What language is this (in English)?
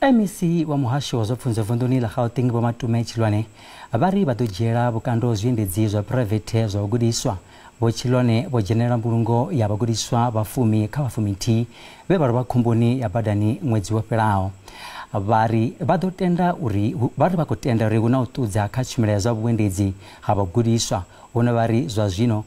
Venda